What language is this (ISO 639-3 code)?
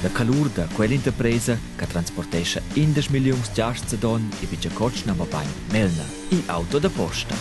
roh